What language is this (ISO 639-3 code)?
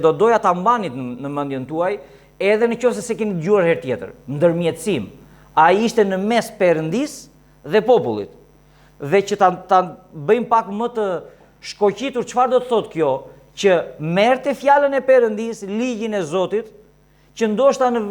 sqi